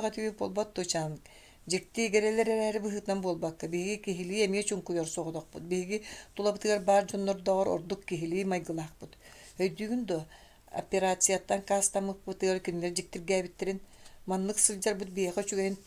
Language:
Yakut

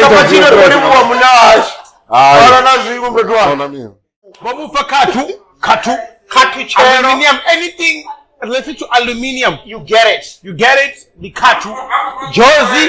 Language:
Venda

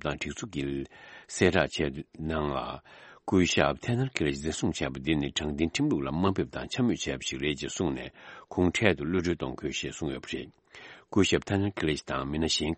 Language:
Tibetan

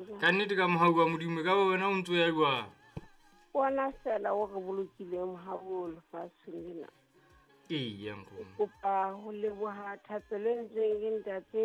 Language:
Southern Sotho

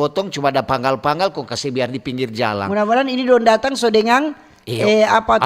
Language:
Manado Malay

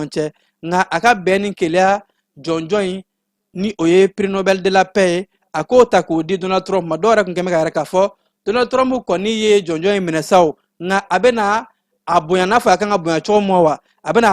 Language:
Bambara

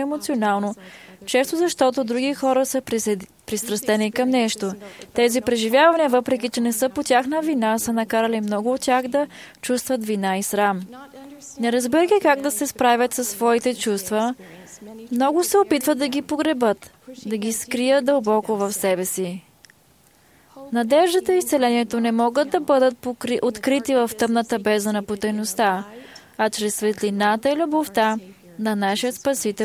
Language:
Bulgarian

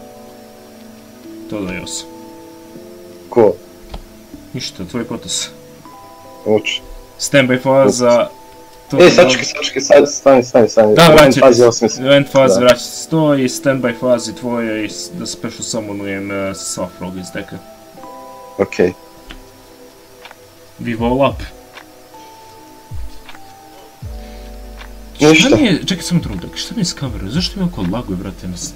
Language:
Serbian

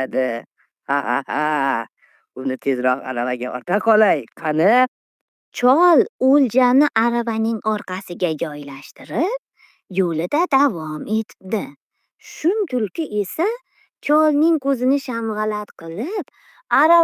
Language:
Uzbek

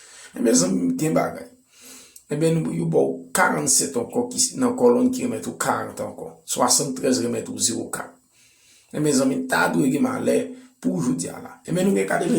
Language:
Haitian Creole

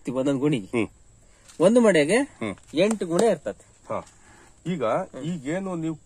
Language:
Kannada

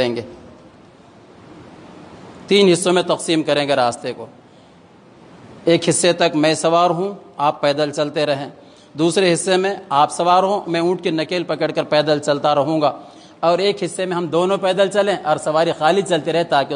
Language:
Urdu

